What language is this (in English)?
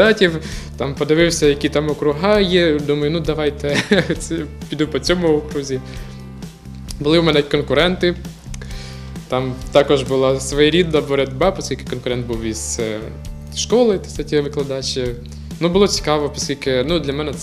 Ukrainian